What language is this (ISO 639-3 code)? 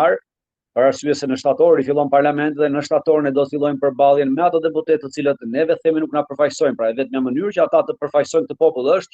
sqi